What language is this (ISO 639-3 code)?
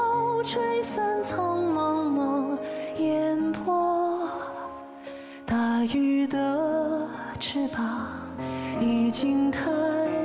zho